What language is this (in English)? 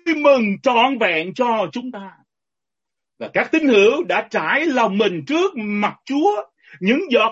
Vietnamese